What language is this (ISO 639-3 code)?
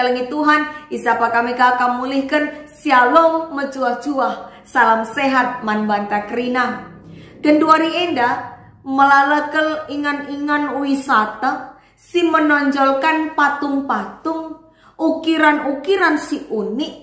btx